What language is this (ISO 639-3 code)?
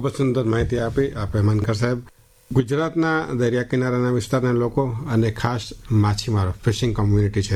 guj